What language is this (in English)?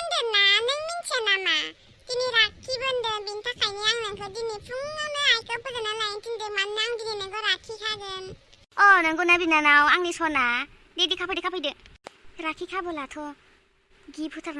Bodo